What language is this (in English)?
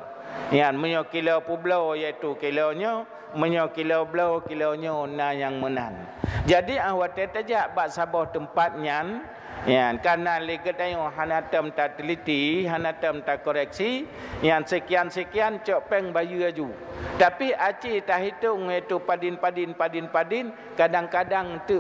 Achinese